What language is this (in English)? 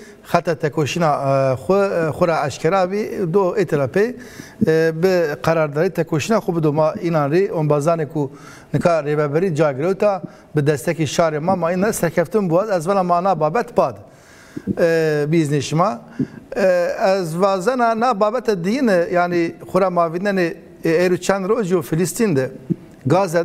Zaza